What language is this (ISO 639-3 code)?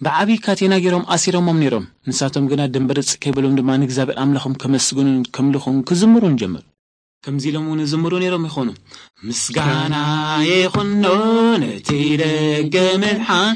tir